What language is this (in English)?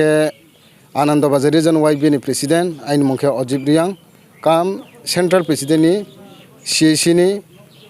Riang (India)